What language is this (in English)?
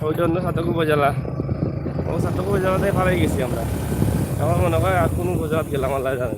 Sylheti